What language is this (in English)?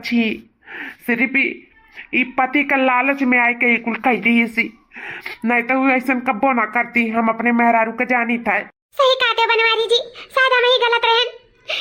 Awadhi